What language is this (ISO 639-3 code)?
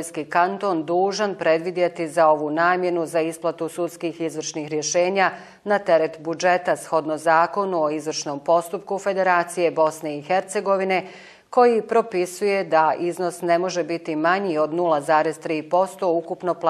bos